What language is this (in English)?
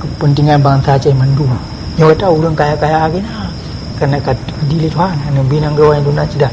Achinese